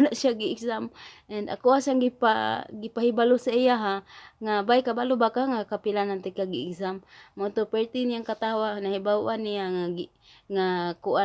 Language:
Cebuano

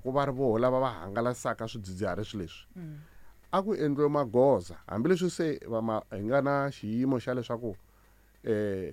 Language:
Tsonga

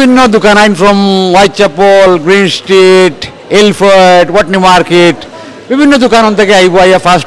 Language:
Sylheti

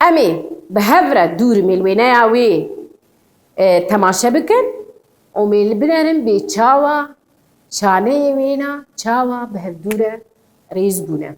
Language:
Kurdish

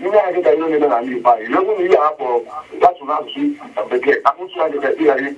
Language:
Igbo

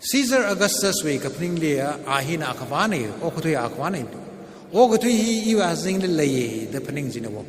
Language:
Tangkhul Naga (India)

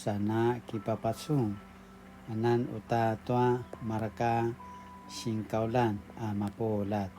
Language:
Paiwan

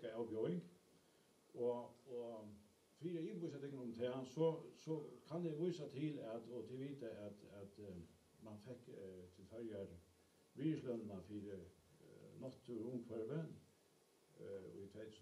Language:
Faroese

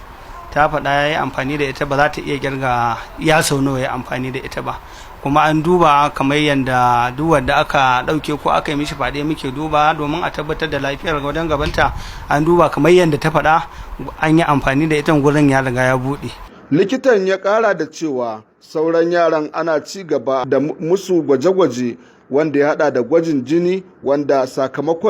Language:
Hausa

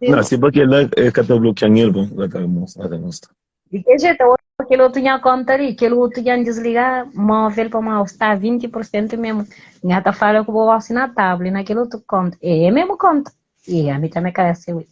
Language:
Kabuverdianu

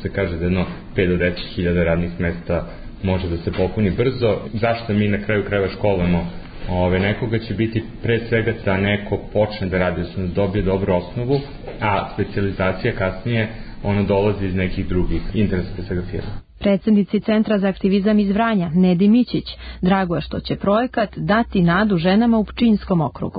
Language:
Serbian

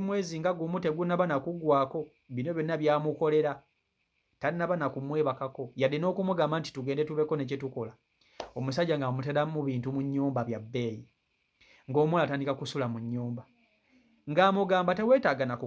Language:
Ganda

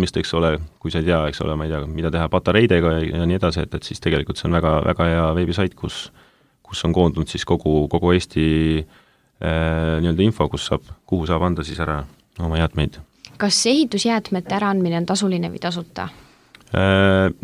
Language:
Estonian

